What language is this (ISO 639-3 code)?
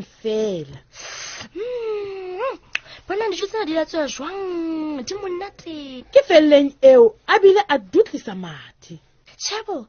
sot